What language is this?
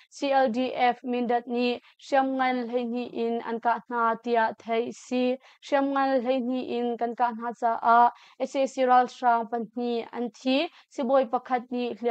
Hakha Chin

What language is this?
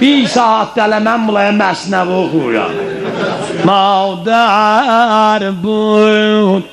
South Azerbaijani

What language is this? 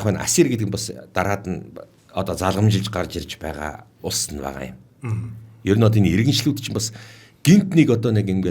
Mongolian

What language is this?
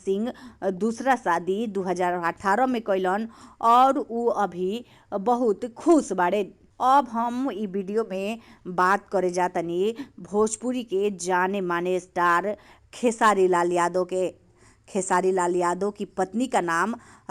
Bhojpuri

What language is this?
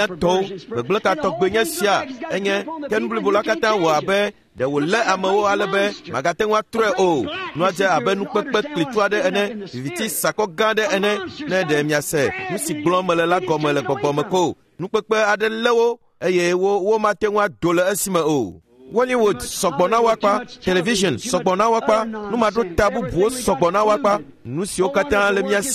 Ewe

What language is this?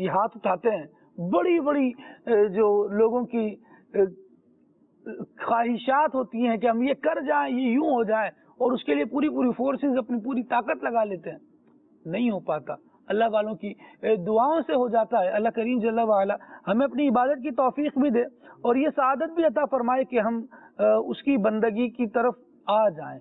Urdu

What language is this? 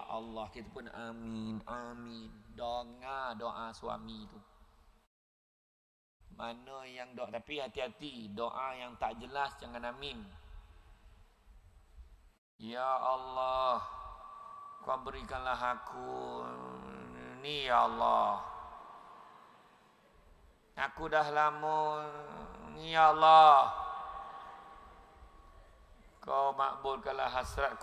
Malay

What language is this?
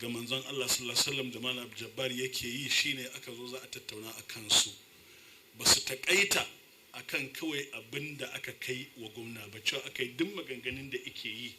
Hausa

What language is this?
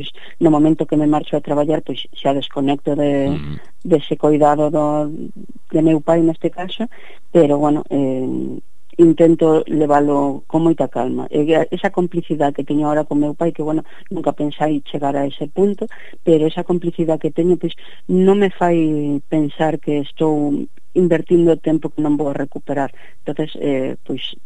Galician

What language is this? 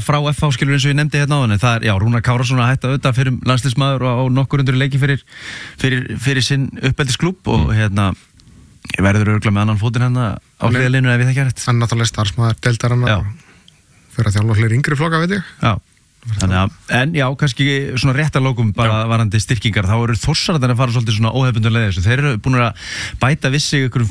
Icelandic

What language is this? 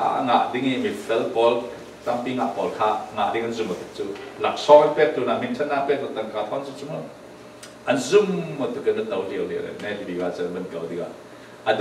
Falam Chin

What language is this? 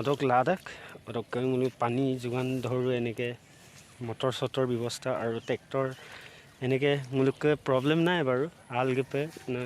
Assamese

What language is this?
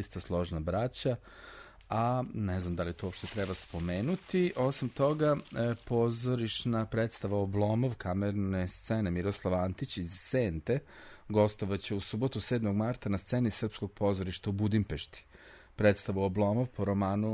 Serbian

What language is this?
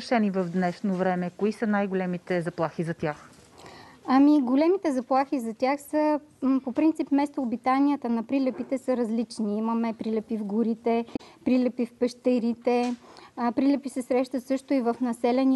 Bulgarian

